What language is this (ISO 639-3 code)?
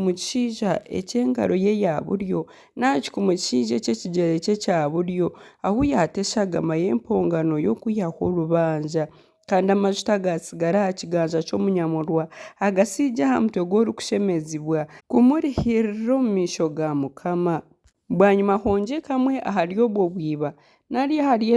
nyn